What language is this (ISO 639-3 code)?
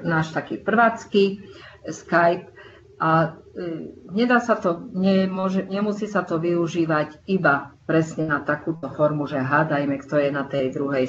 slk